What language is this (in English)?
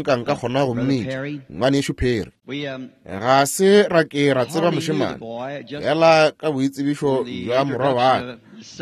Northern Sotho